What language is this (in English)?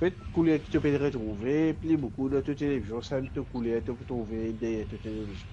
Morisyen